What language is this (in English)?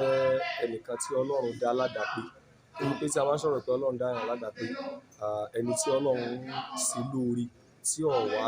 Yoruba